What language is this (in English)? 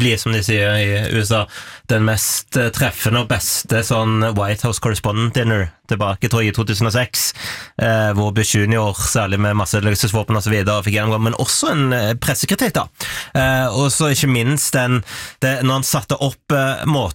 Norwegian